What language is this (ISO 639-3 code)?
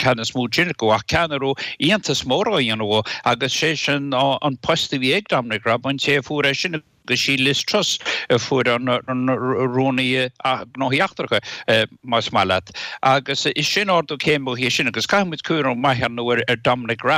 gle